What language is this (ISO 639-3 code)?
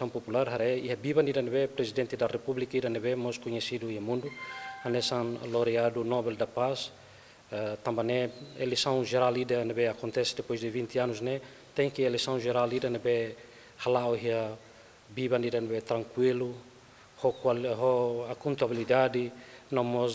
tet